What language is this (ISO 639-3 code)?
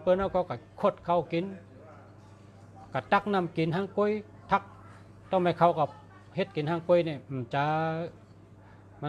shn